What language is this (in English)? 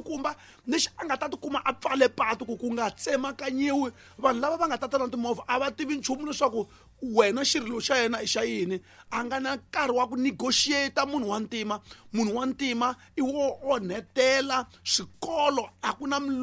Tsonga